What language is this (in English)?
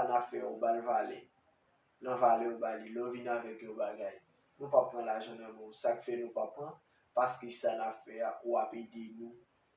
Haitian Creole